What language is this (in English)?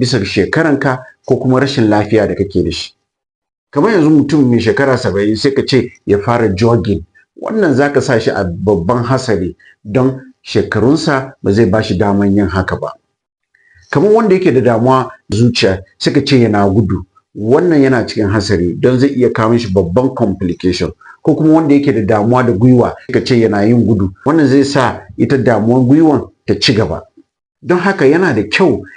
Hausa